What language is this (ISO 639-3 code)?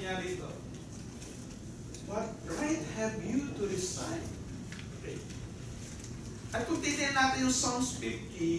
fil